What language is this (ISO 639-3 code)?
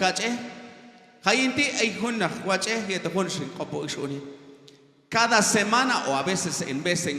kjb